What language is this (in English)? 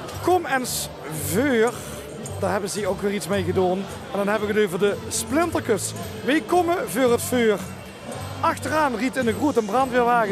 Limburgish